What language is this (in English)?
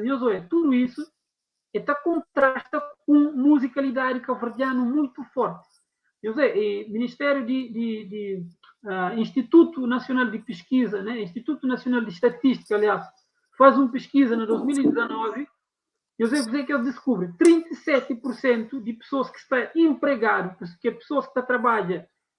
Kabuverdianu